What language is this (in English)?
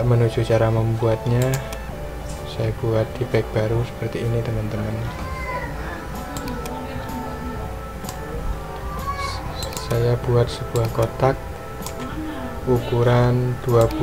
Indonesian